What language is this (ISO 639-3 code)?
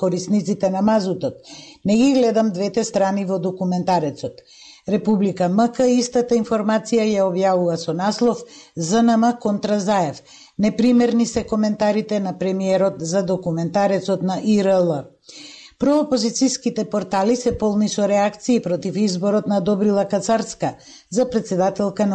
mkd